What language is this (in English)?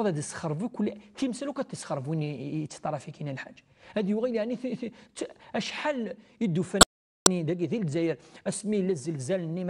Kabyle